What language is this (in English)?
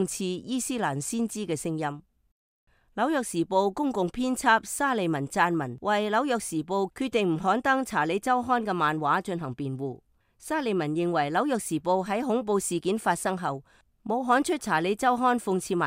Cantonese